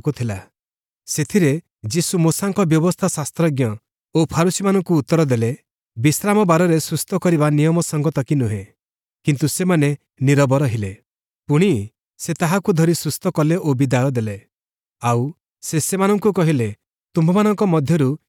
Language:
Odia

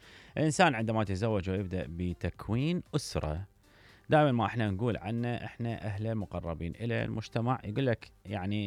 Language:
Mesopotamian Arabic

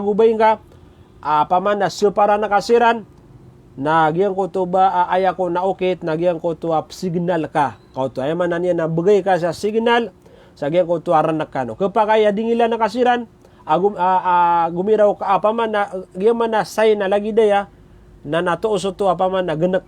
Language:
Maranao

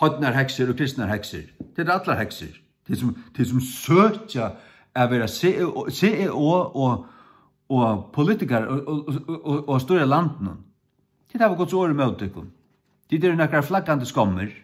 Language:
Faroese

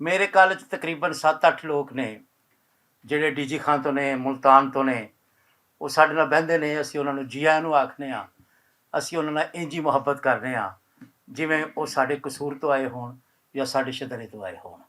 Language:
Western Panjabi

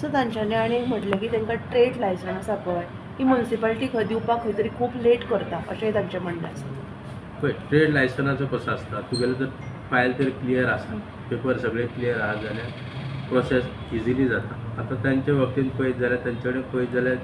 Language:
Konkani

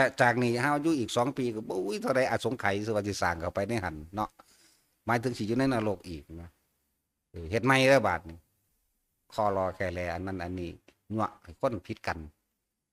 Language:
Northeastern Thai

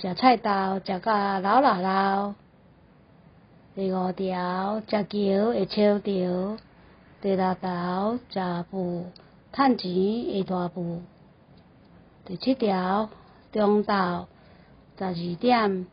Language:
Min Nan Chinese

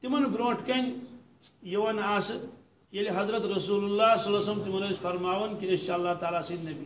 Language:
Kashmiri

